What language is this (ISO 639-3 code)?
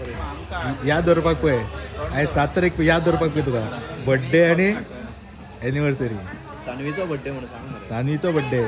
kok